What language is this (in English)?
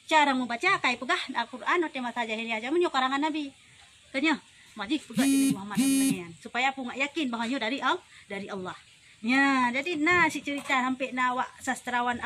Achinese